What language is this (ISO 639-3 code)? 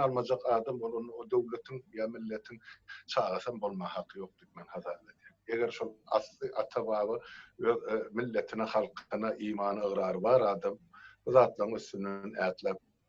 tuk